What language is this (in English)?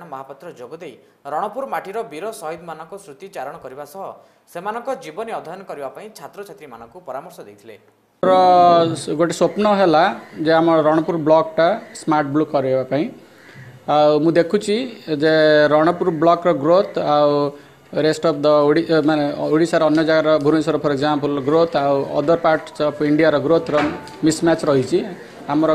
Odia